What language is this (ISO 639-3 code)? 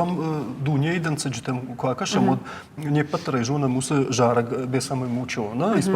oss